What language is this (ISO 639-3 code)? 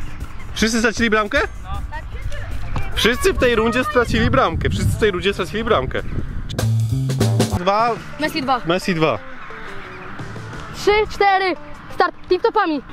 pol